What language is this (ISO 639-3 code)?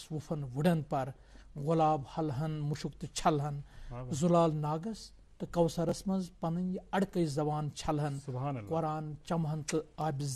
kas